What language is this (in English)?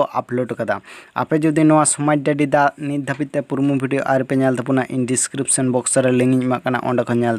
Santali